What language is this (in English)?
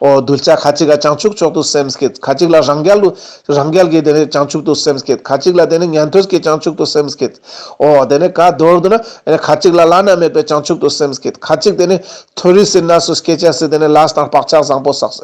Ladakhi